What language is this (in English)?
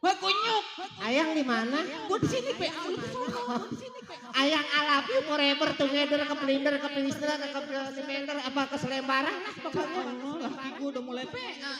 Betawi